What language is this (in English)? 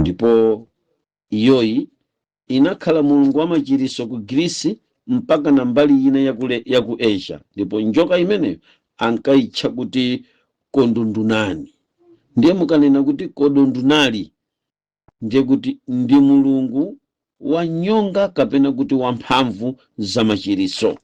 Nyanja